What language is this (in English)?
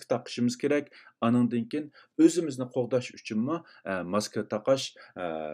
Uyghur